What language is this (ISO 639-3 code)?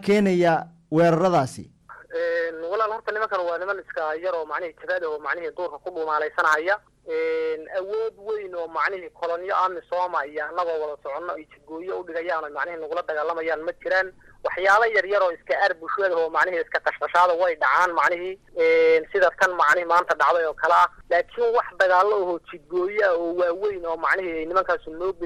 som